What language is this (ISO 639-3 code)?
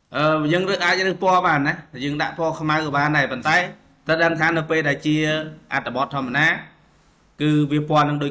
khm